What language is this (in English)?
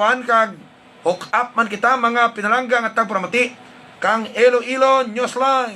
Hiligaynon